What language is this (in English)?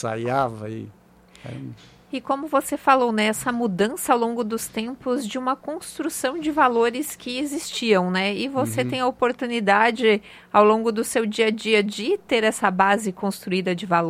Portuguese